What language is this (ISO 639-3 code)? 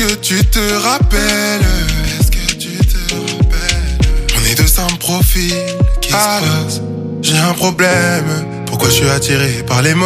fra